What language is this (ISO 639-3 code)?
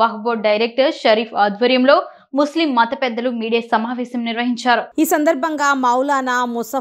tel